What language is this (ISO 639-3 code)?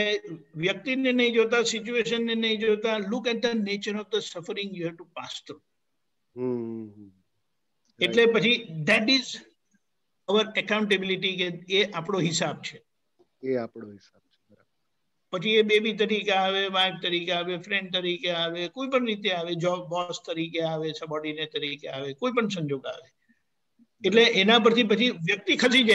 guj